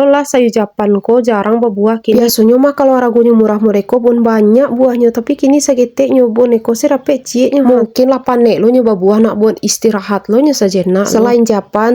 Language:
Minangkabau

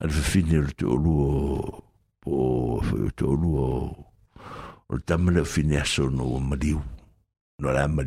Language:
Samoan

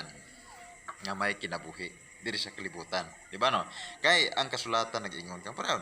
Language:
Cebuano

